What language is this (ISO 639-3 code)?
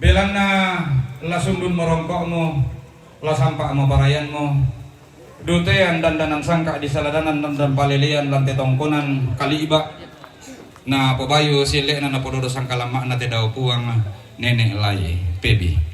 sda